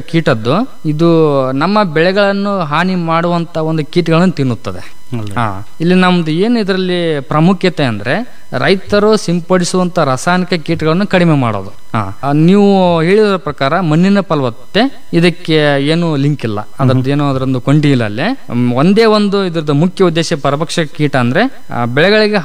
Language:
Kannada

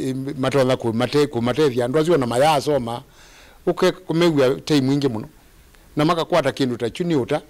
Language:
Kamba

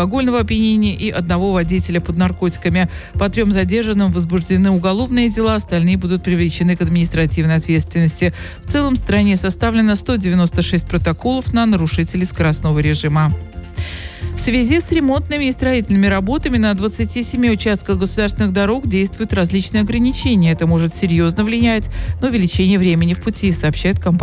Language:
Russian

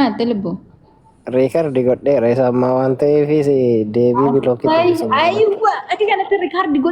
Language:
Oromo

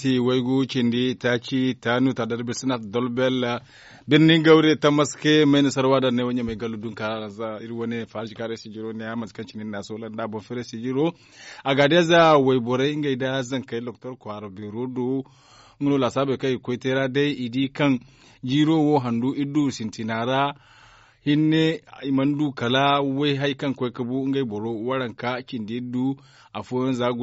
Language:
Zarma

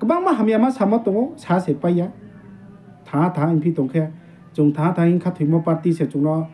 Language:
Riang (India)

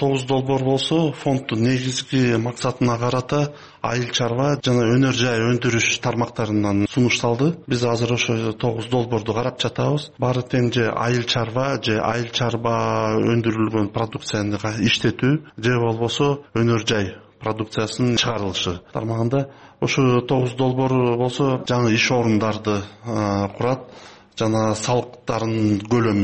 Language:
Kyrgyz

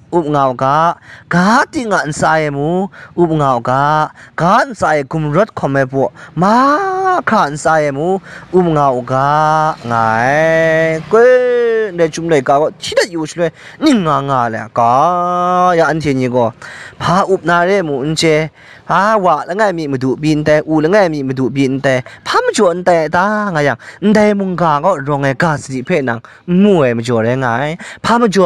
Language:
Kachin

